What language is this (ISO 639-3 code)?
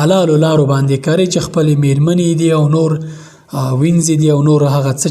pus